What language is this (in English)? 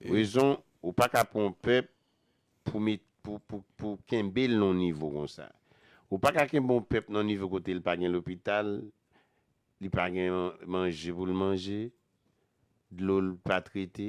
Haitian Creole